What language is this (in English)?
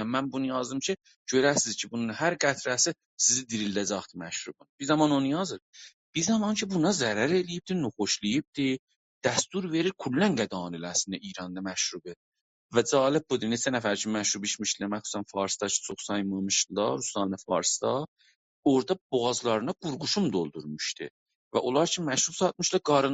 South Azerbaijani